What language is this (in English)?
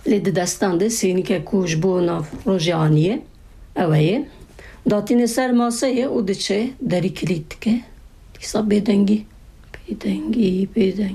Kurdish